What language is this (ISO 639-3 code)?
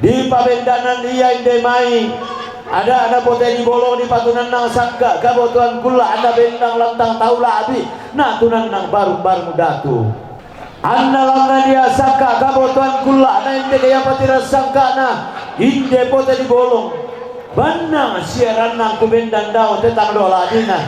sda